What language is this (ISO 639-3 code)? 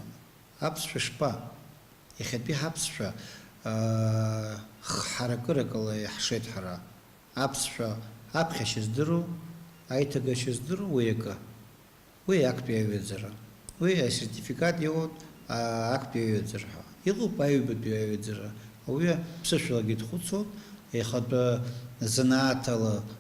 abk